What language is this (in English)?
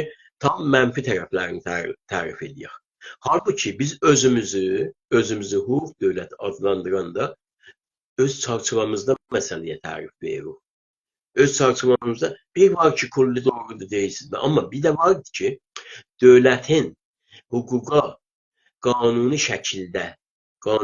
South Azerbaijani